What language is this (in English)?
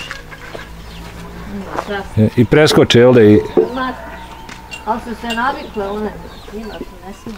Bosnian